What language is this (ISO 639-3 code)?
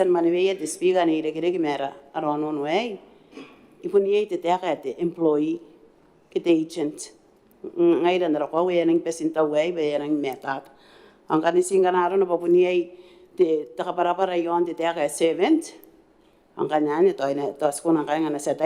gil